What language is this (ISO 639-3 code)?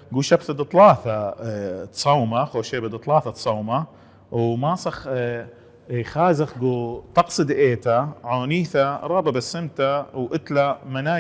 aii